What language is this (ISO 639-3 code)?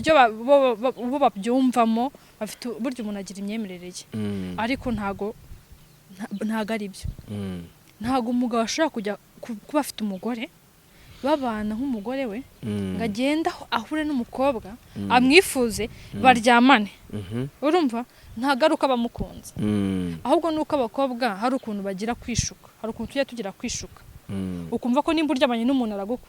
kin